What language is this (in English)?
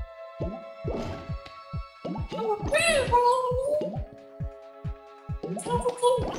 Thai